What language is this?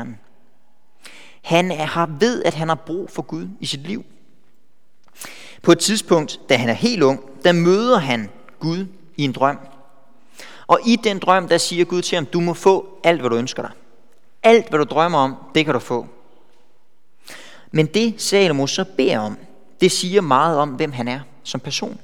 Danish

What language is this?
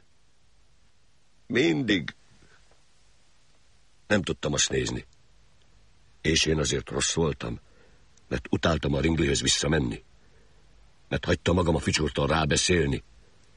Hungarian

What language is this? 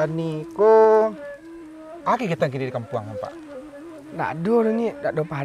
Minangkabau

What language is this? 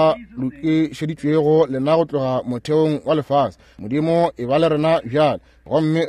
Northern Sotho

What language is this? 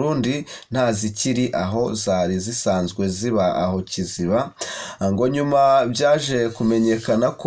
Kinyarwanda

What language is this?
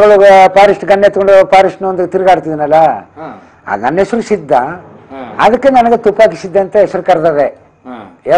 Kannada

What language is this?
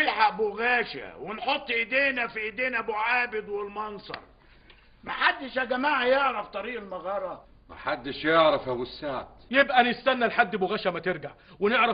Egyptian Arabic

